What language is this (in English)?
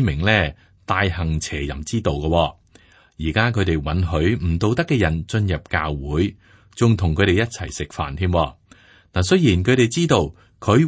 Cantonese